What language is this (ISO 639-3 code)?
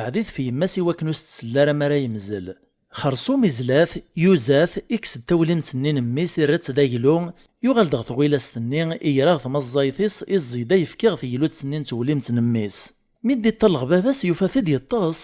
kab